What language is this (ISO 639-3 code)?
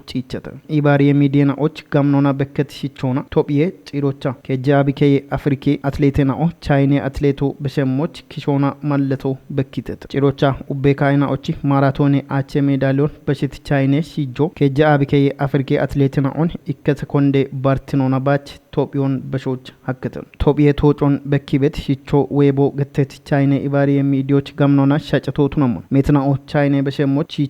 kbr